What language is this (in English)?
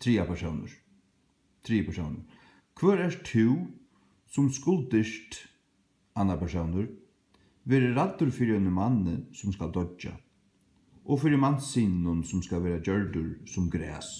Faroese